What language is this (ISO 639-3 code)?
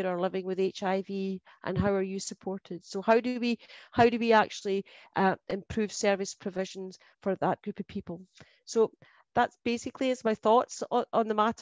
eng